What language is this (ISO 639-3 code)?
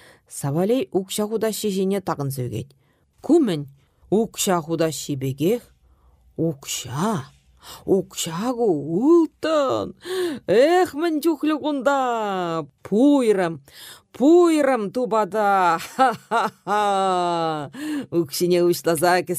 chv